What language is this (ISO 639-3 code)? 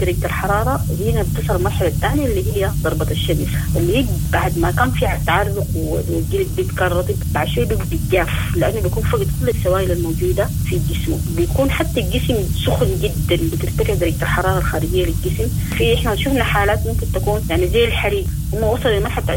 apd